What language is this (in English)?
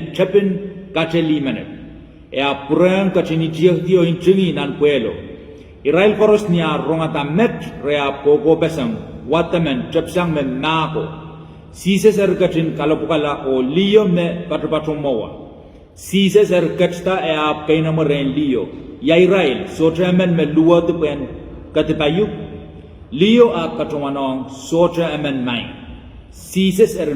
Pohnpeian